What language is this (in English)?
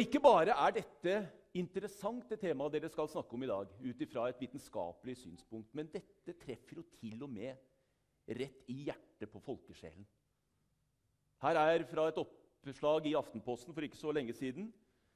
Norwegian